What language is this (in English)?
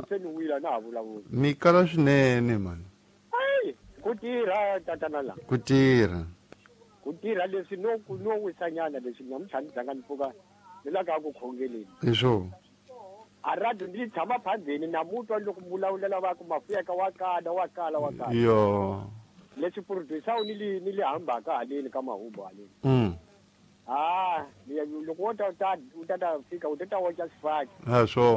Tsonga